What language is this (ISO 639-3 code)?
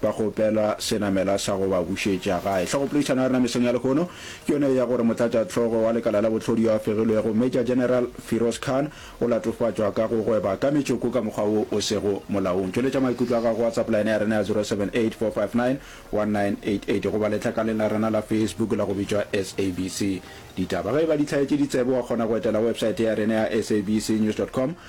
nso